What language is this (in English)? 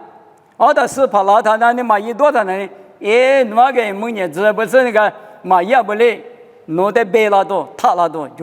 Lisu